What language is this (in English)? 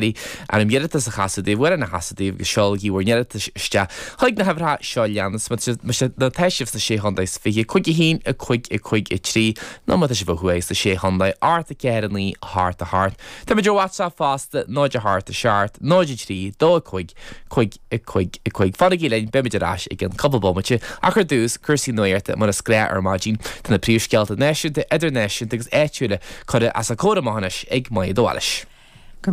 Irish